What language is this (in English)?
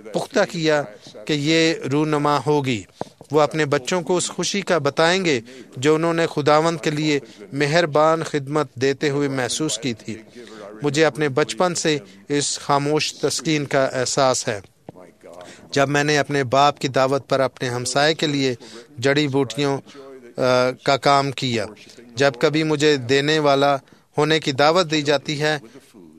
Urdu